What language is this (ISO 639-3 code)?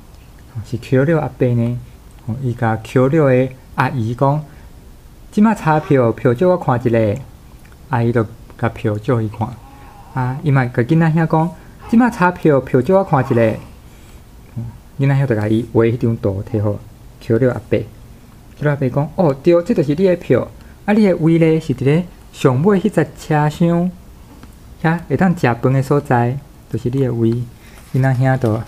nan